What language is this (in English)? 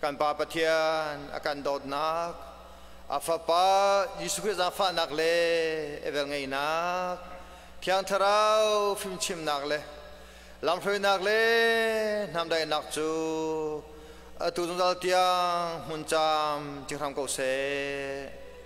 Hakha Chin